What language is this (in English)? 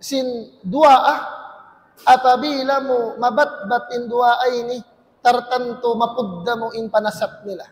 Tausug